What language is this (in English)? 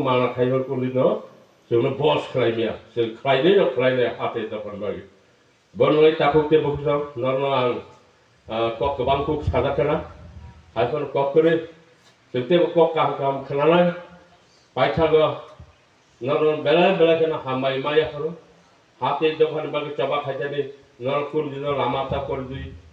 Kok Borok